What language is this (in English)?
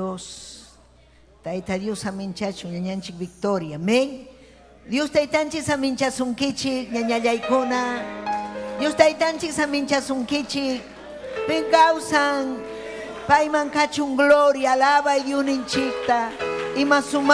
Ayacucho Quechua